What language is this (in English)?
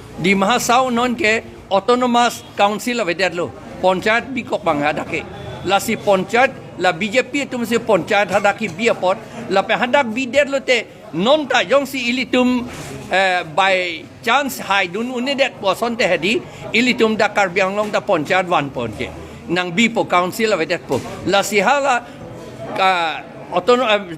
Karbi